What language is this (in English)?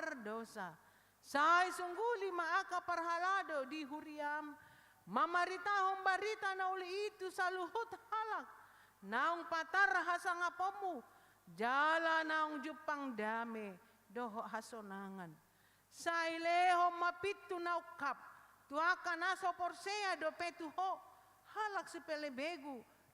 Batak Toba